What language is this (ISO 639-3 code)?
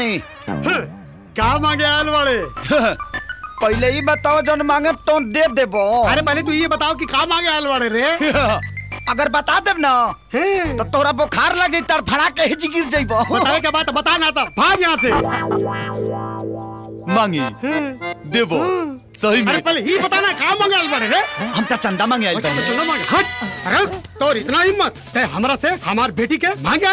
bho